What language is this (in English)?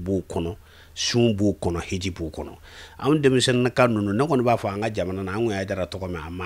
Bambara